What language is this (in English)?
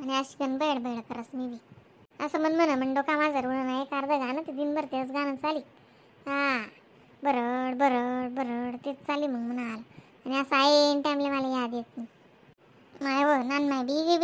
Khandesi